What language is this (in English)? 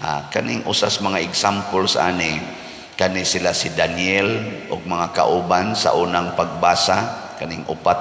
Cebuano